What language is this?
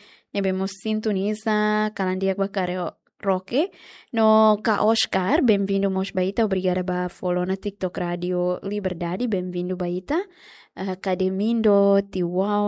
Tetum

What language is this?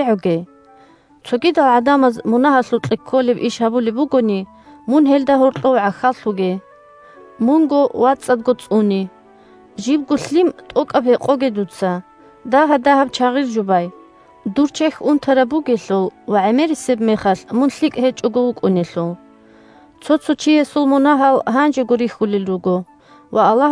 Avaric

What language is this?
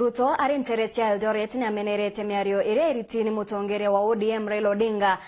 Meru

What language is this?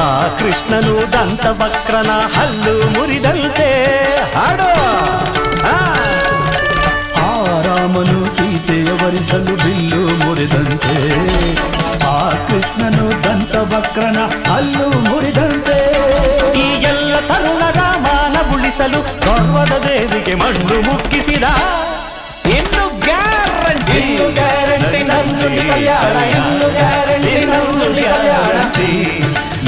Kannada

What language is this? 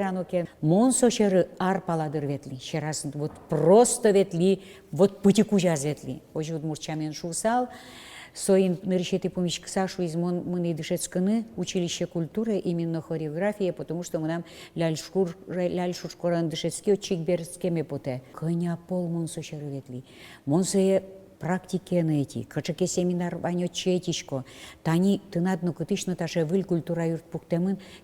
Udmurt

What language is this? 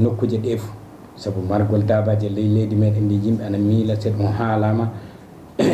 Fula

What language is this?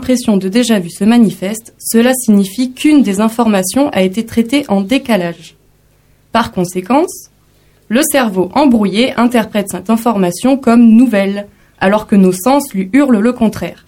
French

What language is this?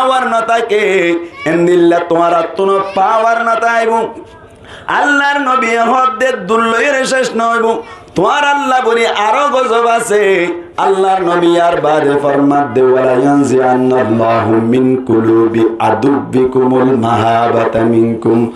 Rohingya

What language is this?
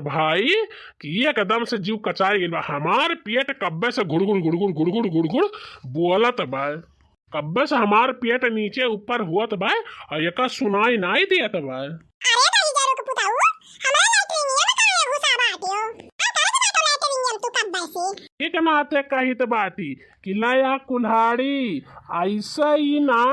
Bhojpuri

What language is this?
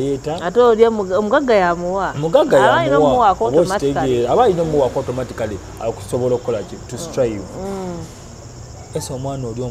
Ganda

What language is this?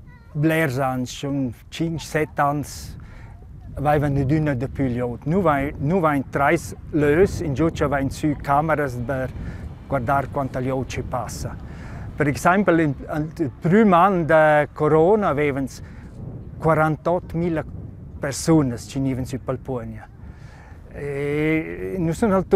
Romansh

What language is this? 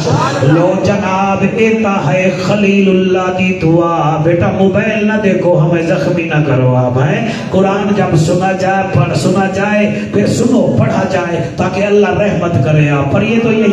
Saraiki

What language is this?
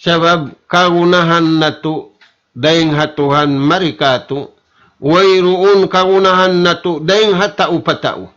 Tausug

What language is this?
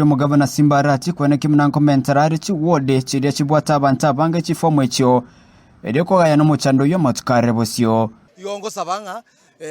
Gusii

